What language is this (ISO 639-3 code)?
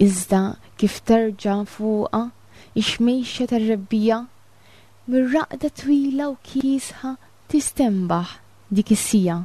mlt